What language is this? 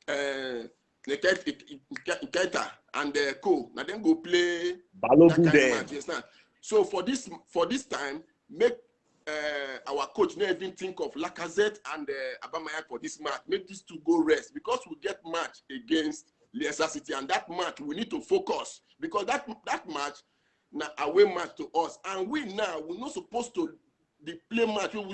Nigerian Pidgin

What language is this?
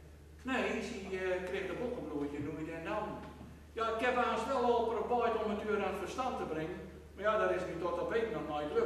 Gronings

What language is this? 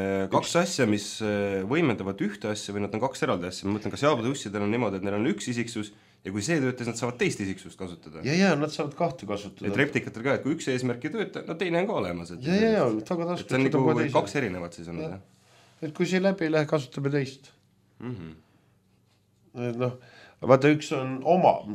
Estonian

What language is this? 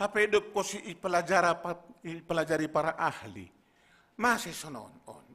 Batak Simalungun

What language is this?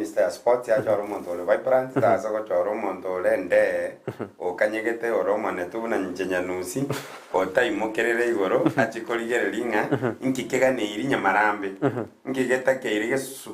Gusii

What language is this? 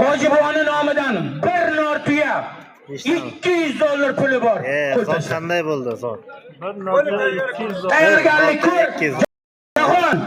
Uzbek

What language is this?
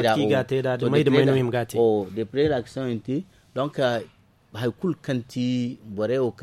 Zarma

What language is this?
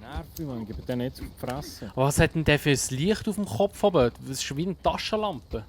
Swiss German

